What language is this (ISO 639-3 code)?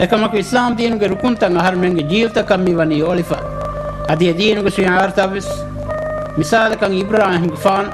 div